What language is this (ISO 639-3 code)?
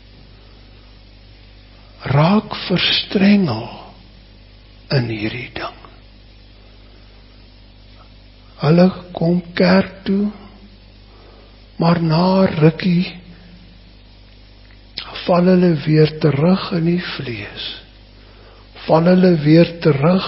afr